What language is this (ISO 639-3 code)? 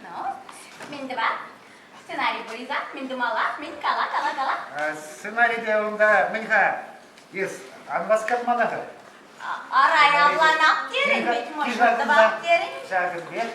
chv